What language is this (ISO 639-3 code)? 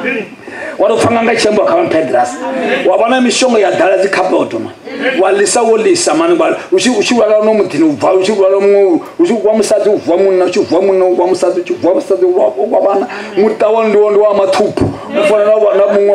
ven